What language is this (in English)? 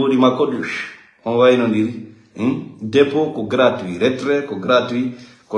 Fula